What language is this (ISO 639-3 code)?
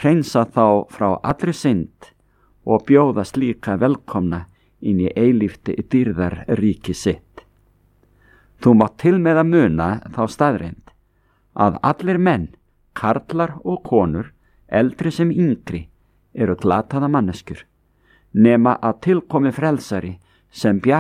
isl